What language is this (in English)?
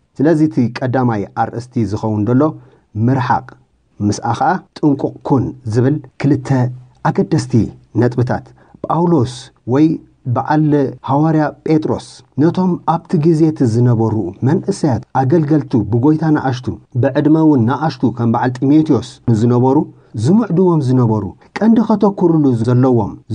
Tigrinya